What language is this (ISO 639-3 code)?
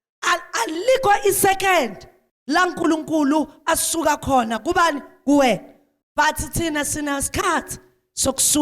zul